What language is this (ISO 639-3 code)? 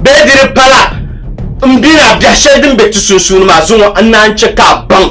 dag